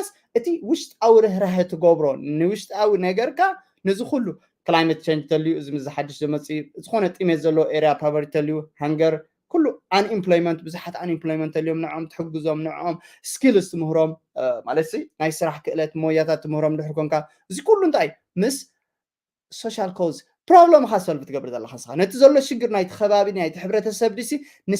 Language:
Tigrinya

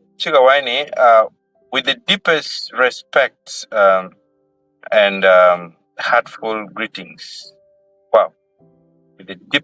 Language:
Acoli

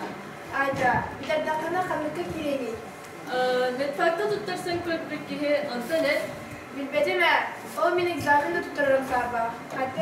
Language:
Yakut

